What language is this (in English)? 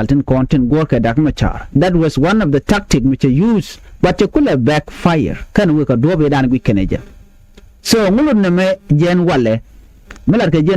Nuer